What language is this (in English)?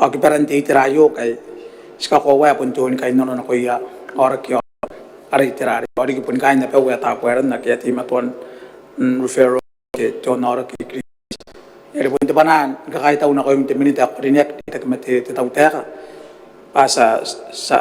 Gilbertese